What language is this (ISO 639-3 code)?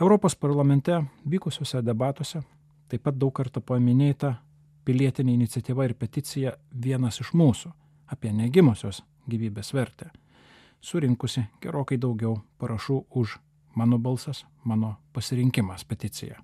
lit